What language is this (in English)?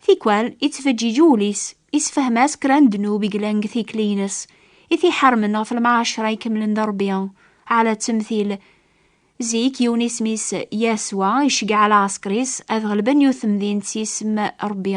Kabyle